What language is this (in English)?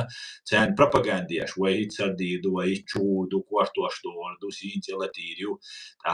Chechen